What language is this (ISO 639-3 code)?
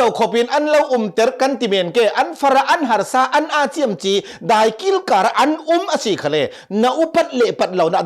cnh